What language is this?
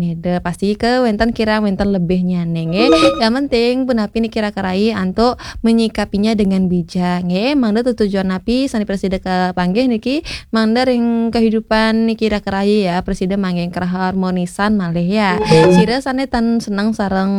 Balinese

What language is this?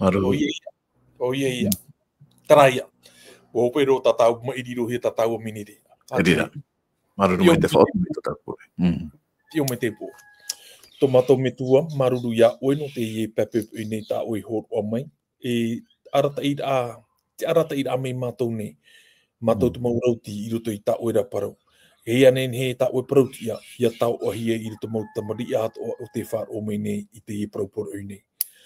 Tahitian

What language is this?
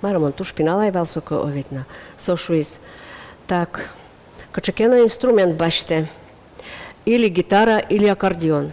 Udmurt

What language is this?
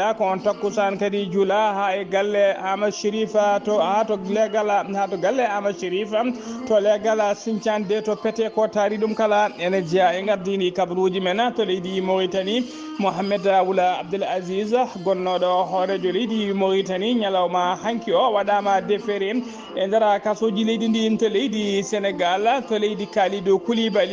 Fula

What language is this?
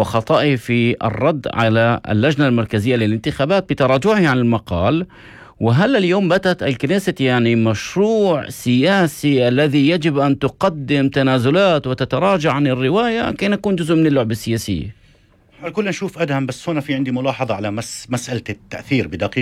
North Levantine Arabic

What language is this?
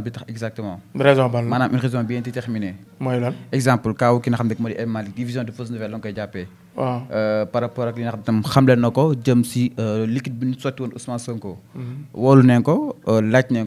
Wolof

